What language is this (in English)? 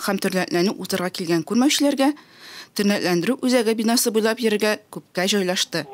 Tatar